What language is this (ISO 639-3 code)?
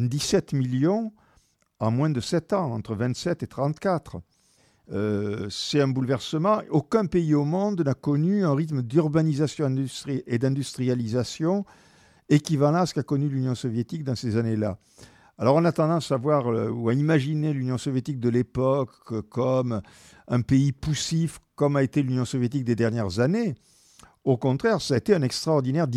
fra